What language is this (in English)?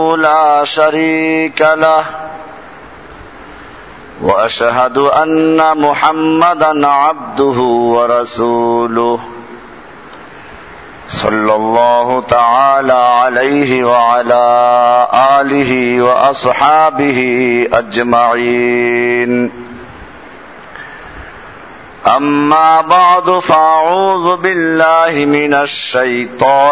Bangla